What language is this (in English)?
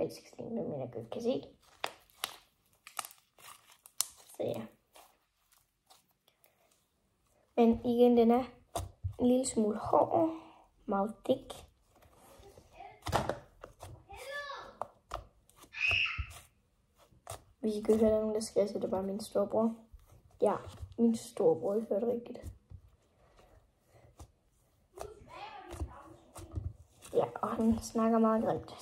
Danish